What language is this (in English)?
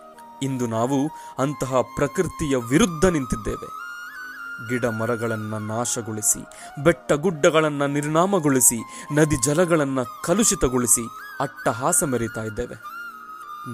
Kannada